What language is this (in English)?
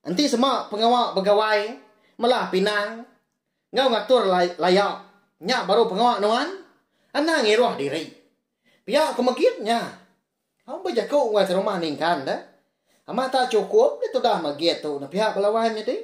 Iban